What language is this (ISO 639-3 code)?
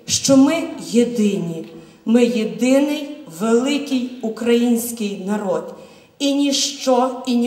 ukr